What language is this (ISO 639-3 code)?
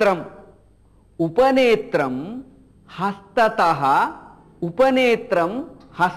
san